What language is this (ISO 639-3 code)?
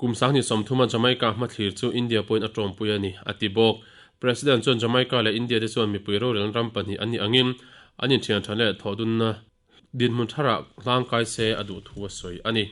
lus